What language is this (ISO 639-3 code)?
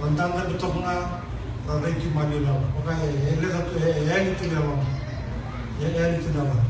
fij